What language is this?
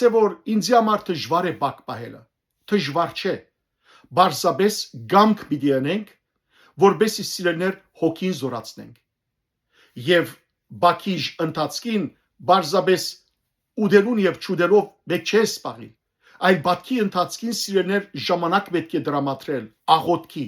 Western Armenian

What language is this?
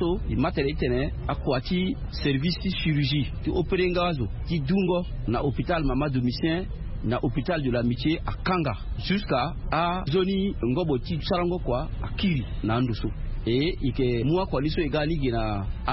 Sango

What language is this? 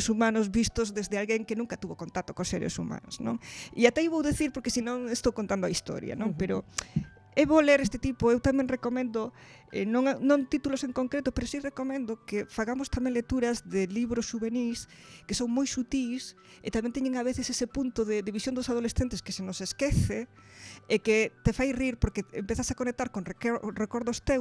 Galician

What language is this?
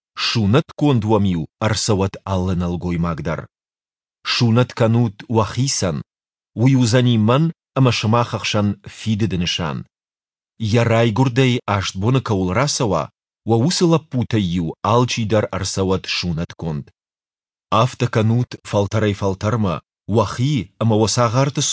Ossetic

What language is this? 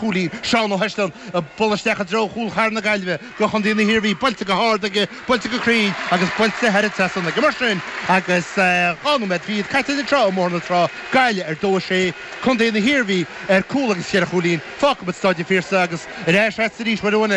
Irish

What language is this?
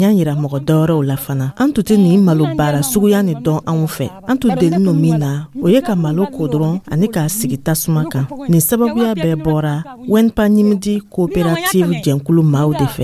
Dyula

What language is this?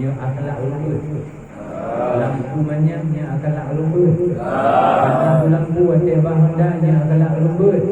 Achinese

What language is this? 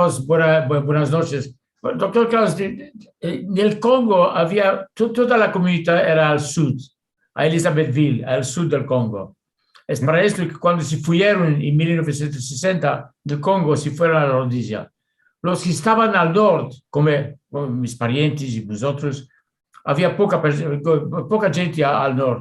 Ladino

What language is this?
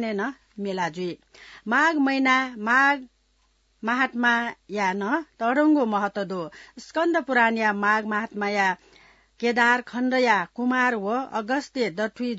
Newari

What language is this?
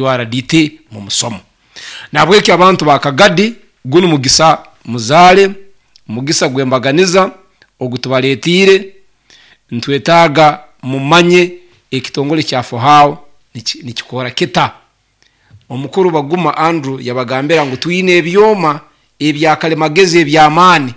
Nyoro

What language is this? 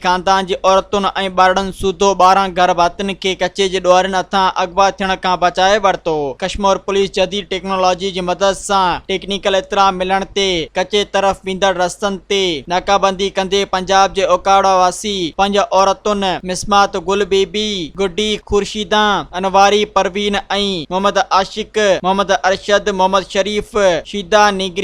Sindhi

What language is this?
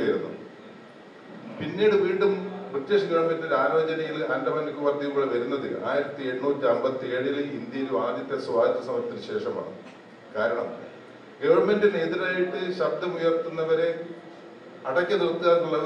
Malayalam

